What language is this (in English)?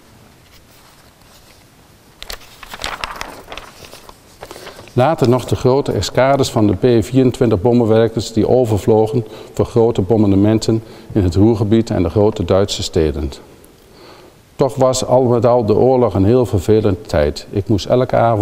Dutch